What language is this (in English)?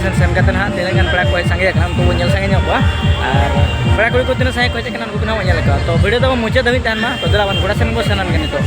Santali